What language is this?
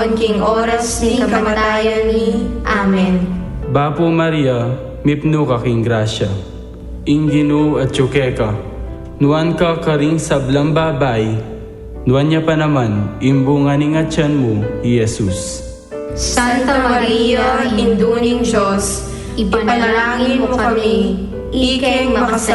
Pampanga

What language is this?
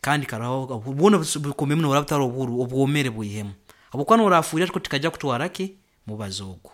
Nyoro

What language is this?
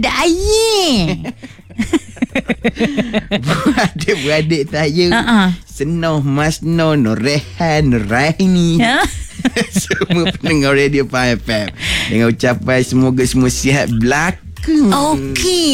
Malay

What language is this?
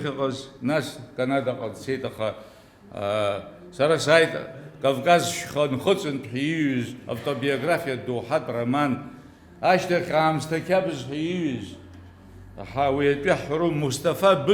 Abkhazian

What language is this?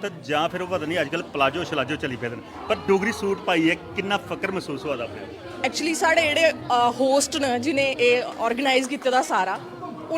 Dogri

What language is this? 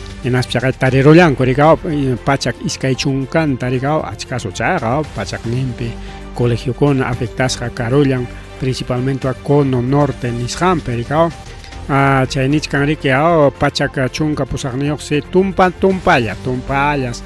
Ayacucho Quechua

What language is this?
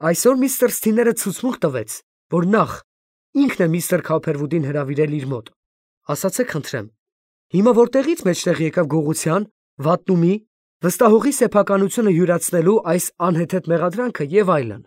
Armenian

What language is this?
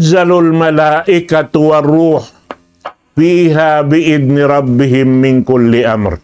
Tausug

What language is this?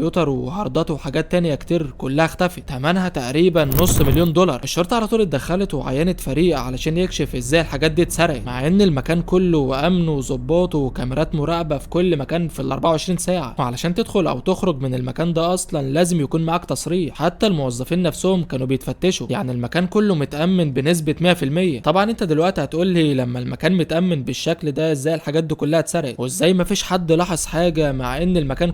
Egyptian Arabic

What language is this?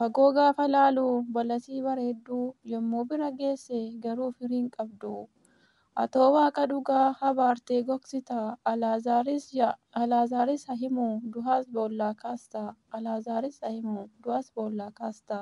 Oromo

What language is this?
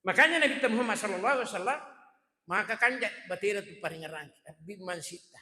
Buginese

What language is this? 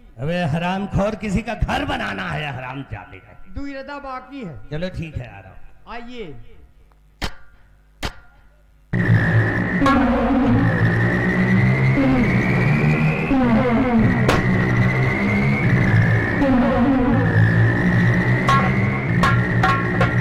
Hindi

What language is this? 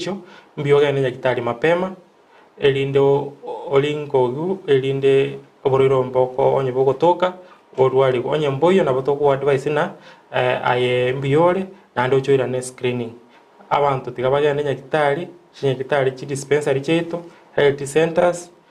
Gusii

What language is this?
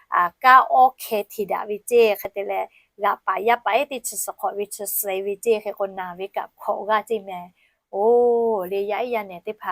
Lahu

